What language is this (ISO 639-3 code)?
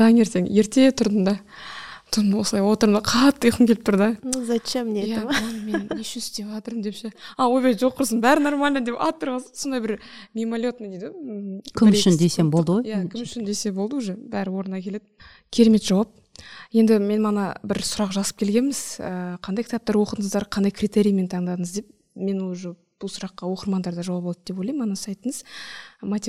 kaz